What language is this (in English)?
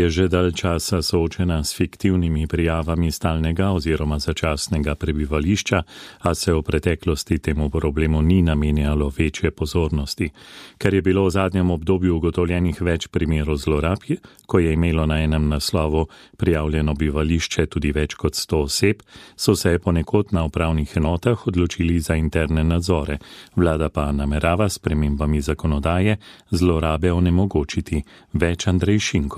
Slovenian